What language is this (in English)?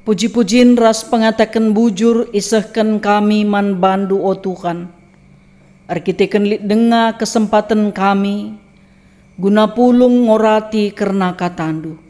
Batak Karo